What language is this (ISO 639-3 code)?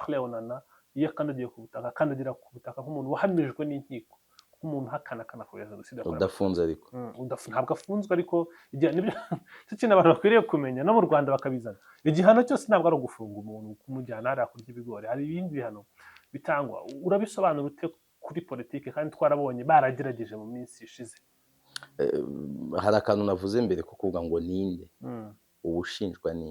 kin